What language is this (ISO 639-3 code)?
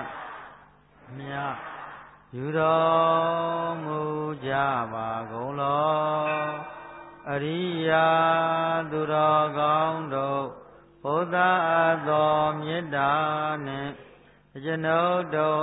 mya